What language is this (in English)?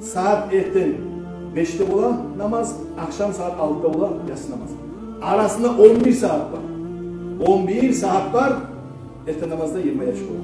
Kumyk